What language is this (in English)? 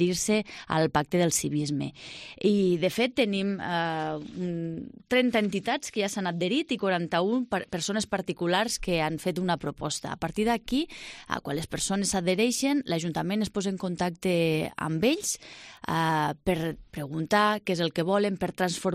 Catalan